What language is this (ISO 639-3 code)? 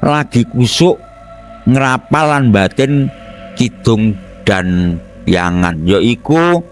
jav